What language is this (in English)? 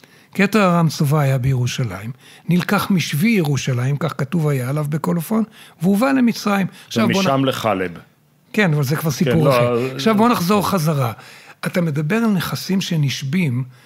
Hebrew